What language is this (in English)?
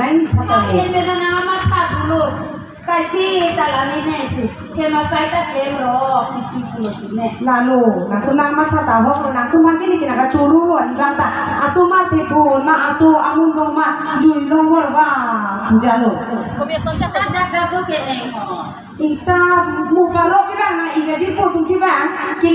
Karbi